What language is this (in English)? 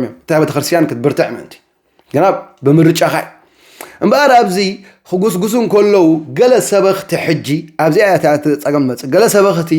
Tigrinya